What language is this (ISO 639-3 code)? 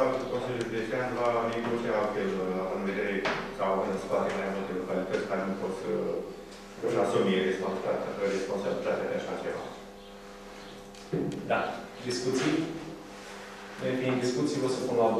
ron